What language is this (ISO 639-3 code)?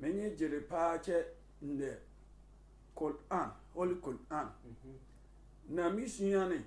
sfw